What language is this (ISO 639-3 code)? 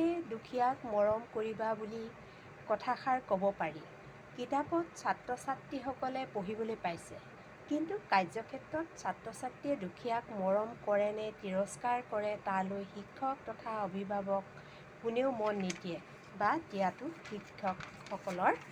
asm